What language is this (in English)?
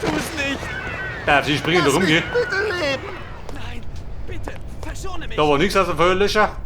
Bavarian